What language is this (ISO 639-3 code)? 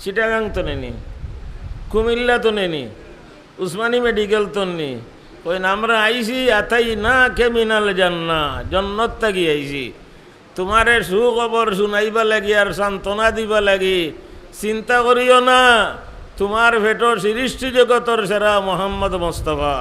syl